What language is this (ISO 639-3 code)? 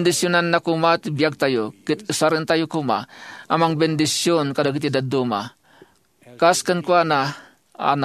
ilo